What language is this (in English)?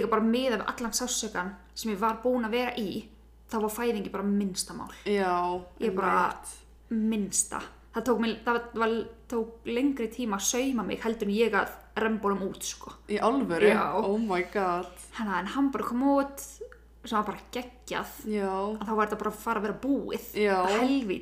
Icelandic